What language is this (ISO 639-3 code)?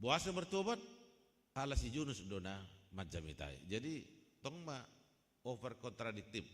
bbc